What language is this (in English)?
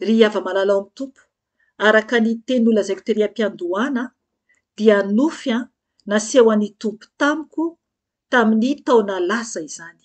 Malagasy